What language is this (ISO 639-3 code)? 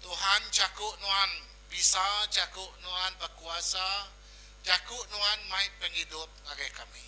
iba